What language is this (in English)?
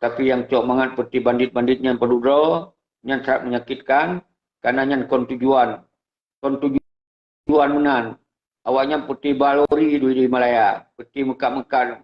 Achinese